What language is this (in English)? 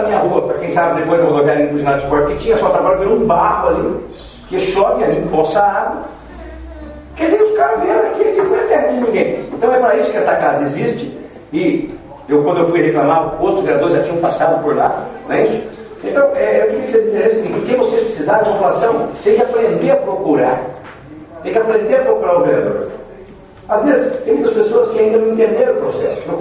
Portuguese